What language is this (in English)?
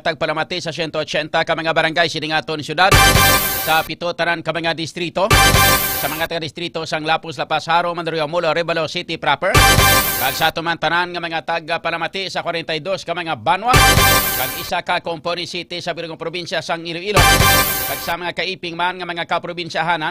Hiligaynon